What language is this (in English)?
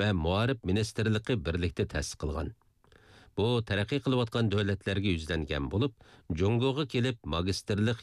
Uyghur